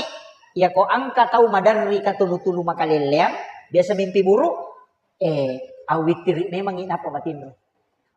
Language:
Buginese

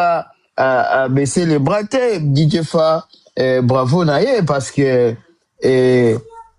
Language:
Lingala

